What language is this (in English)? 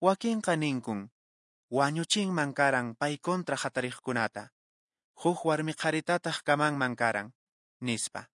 Quechua